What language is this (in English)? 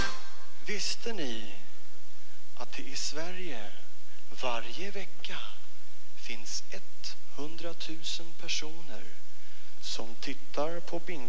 Swedish